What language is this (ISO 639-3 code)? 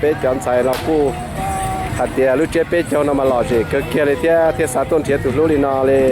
hmn